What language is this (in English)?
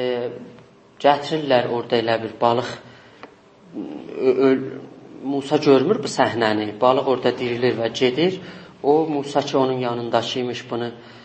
South Azerbaijani